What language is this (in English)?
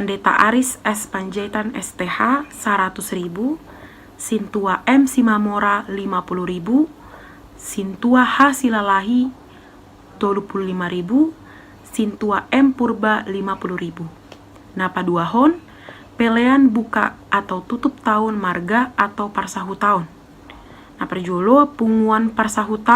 Batak Toba